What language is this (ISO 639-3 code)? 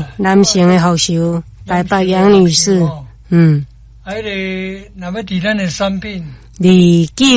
nan